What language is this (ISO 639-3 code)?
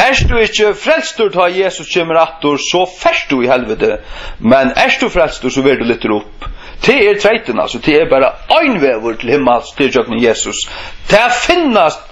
fao